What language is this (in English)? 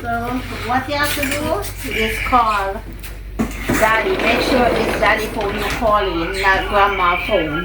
Jamaican Creole English